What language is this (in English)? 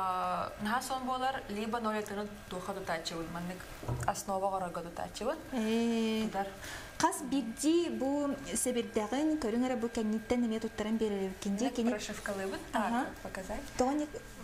Yakut